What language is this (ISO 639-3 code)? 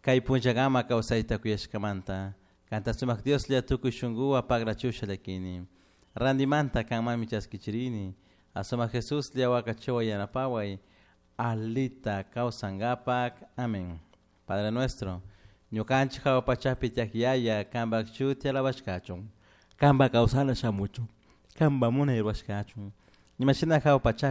qug